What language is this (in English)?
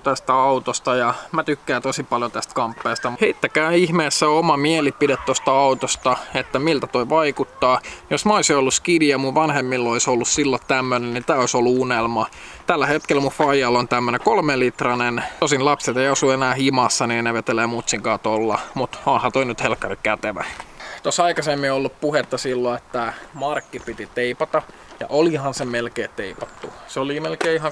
Finnish